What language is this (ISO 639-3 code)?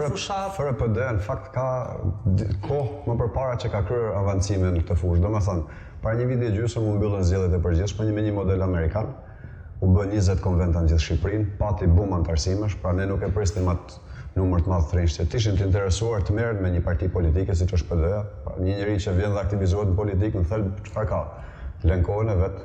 sqi